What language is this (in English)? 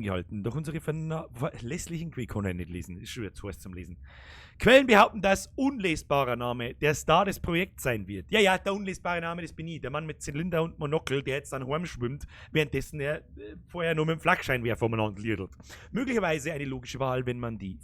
Bavarian